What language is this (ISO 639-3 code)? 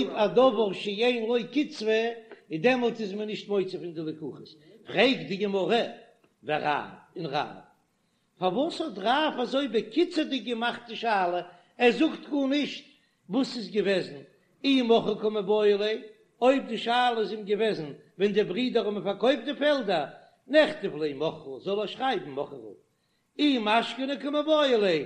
yid